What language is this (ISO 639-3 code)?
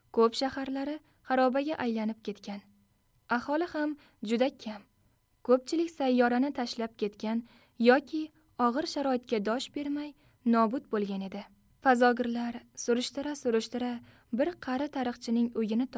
uzb